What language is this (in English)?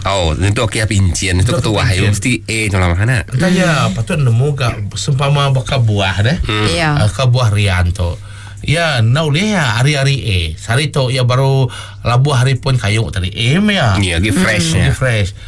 Iban